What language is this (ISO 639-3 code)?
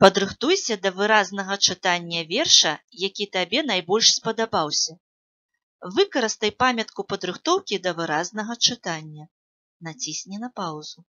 bel